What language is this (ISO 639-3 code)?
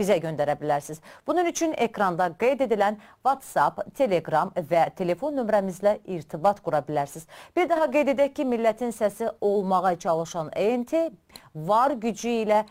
azb